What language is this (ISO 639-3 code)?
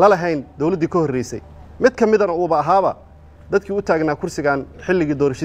som